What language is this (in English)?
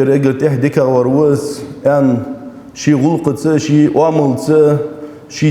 Ingush